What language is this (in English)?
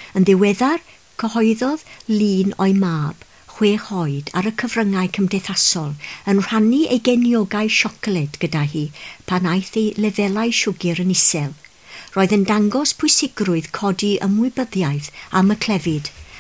Welsh